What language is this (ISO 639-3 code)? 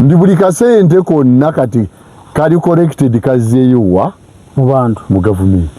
lug